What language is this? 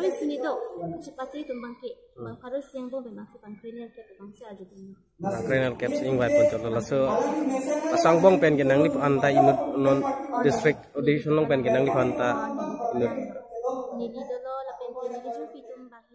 Karbi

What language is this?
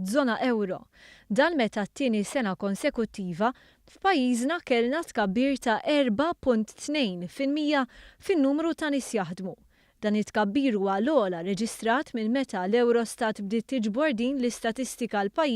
Maltese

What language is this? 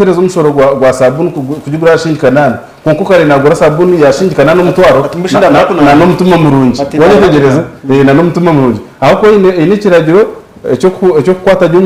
Nyankole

